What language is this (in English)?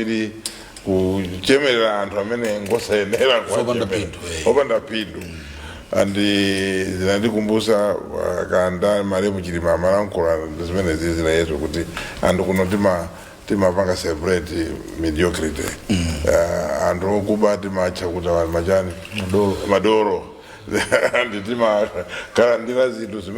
Nyanja